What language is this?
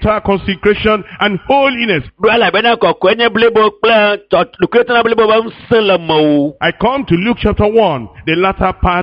Ewe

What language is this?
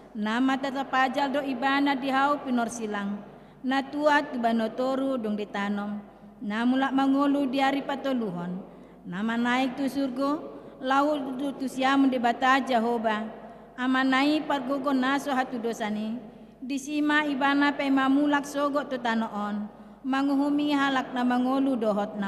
Batak Toba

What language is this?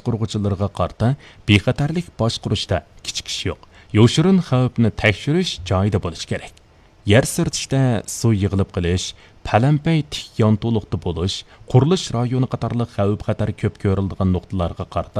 Uyghur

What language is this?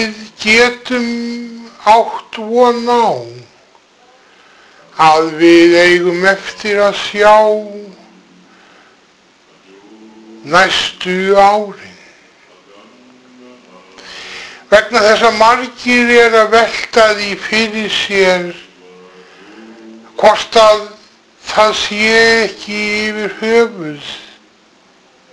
Icelandic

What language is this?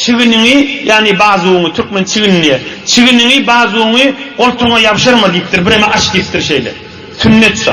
Turkmen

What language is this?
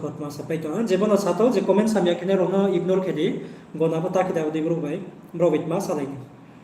Riang (India)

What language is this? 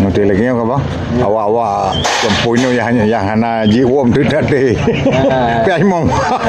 Achinese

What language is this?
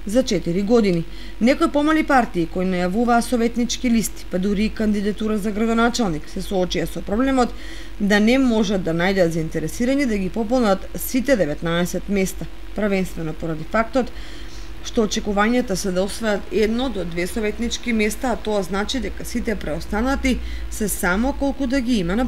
Macedonian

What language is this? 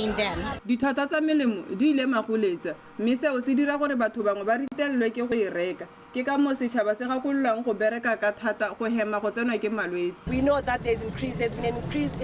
Tswana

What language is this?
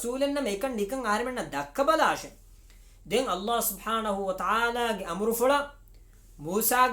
Divehi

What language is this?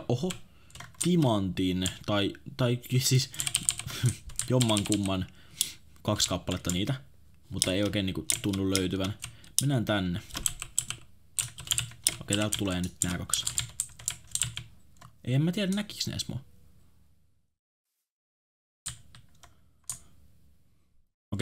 Finnish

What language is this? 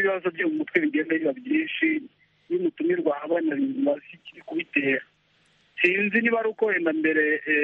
Kinyarwanda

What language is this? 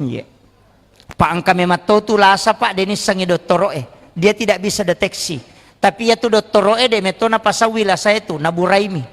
Buginese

